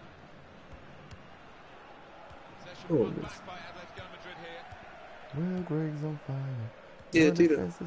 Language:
Portuguese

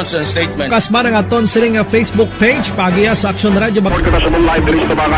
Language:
Hiligaynon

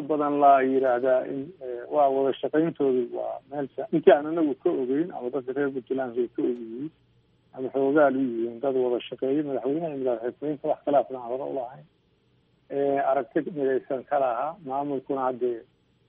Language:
Somali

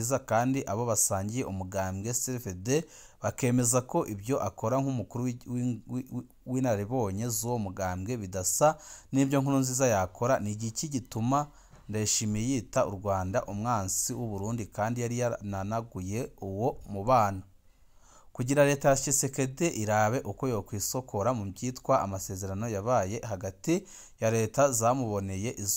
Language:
Rundi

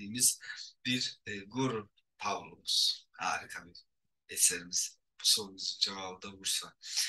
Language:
Turkish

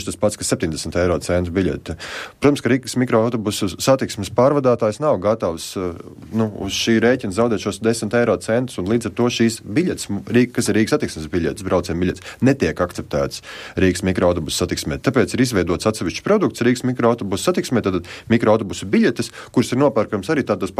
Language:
Latvian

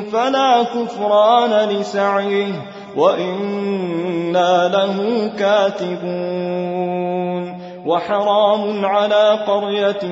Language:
Arabic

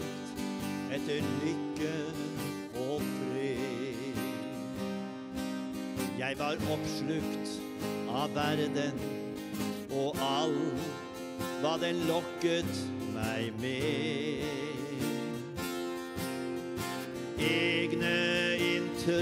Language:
Norwegian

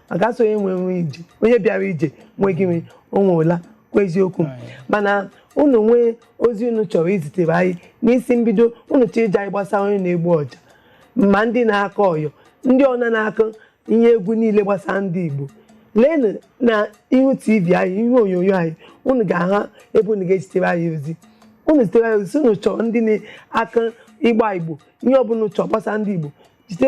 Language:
Igbo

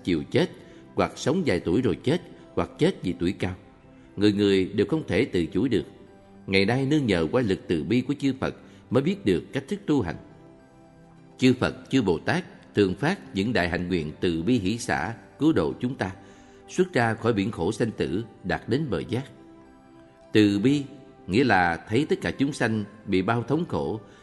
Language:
Vietnamese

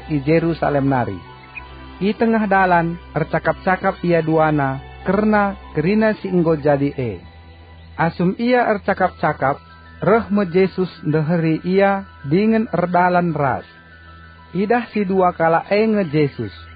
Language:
Batak Karo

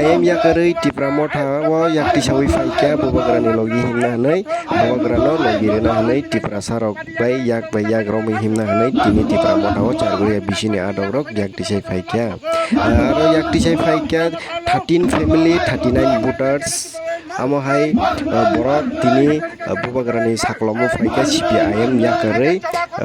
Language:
Kok Borok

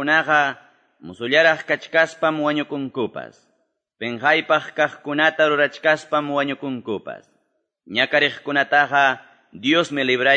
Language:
Quechua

